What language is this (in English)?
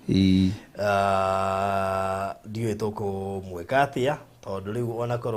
Kikuyu